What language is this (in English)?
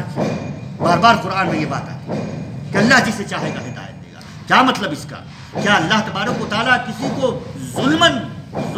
Urdu